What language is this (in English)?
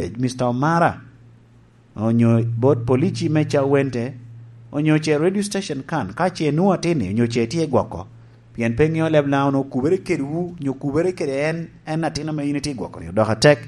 Lango (Uganda)